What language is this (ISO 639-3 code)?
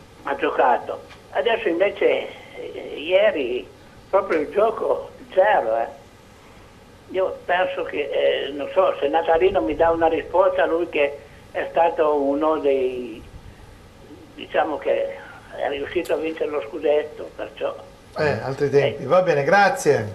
ita